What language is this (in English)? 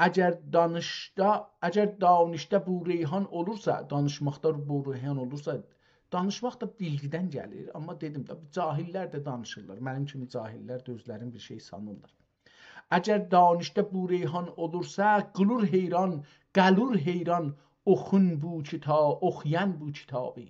South Azerbaijani